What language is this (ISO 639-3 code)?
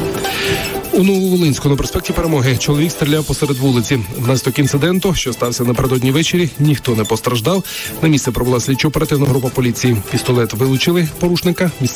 ukr